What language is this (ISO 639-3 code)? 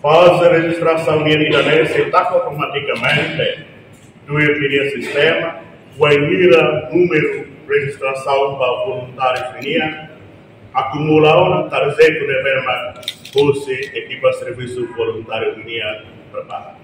tet